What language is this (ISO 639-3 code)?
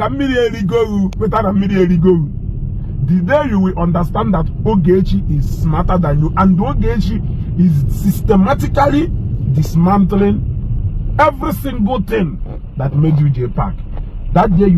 ibo